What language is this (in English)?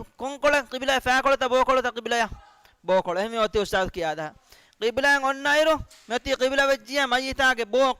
Divehi